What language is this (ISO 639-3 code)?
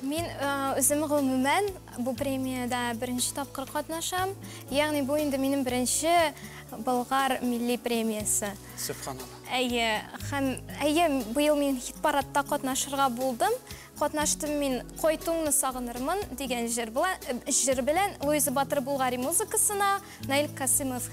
tat